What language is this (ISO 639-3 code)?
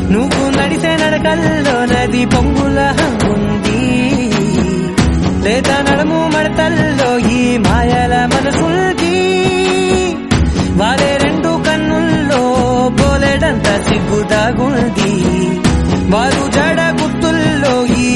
tel